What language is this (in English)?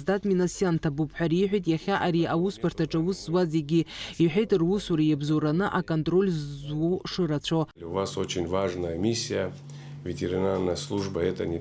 Abkhazian